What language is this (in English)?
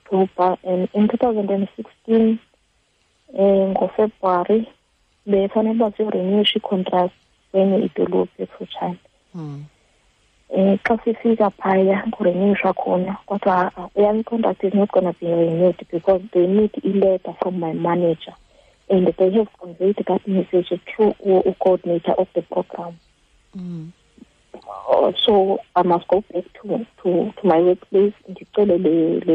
Xhosa